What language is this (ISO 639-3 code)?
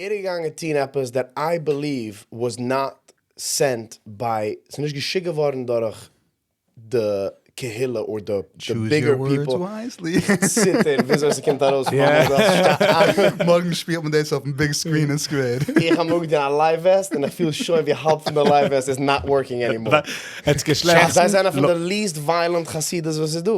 yid